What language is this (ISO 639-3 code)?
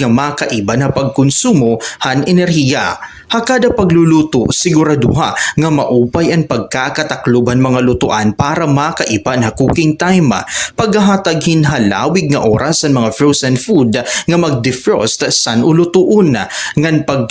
war